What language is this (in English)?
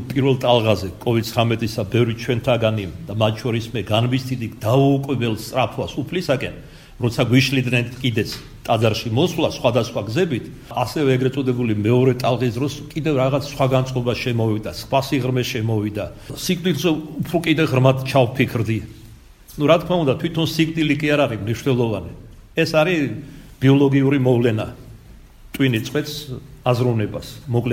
Georgian